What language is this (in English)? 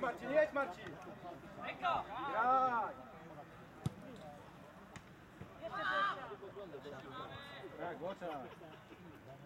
Polish